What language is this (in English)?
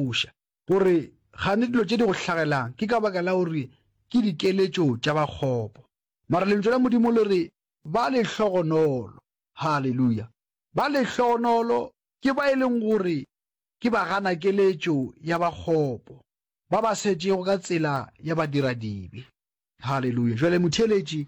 Northern Sotho